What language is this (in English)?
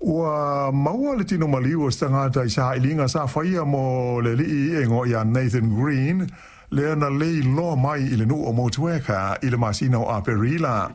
Samoan